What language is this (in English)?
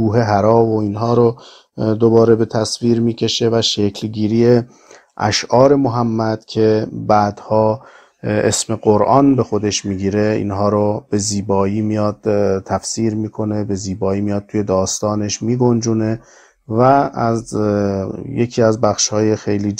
Persian